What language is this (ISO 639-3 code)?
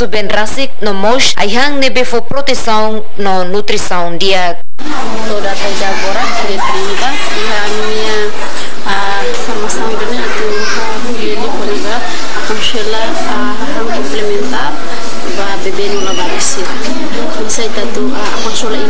tet